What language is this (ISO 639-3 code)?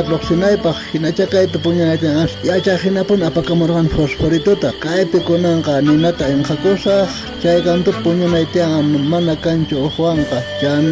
quh